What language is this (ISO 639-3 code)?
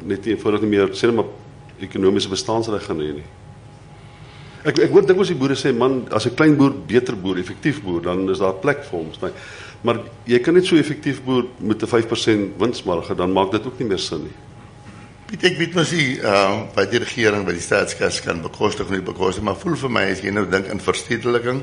afr